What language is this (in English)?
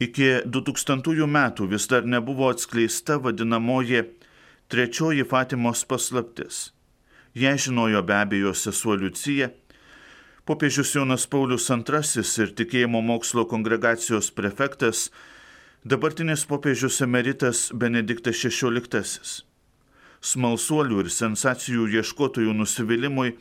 Lithuanian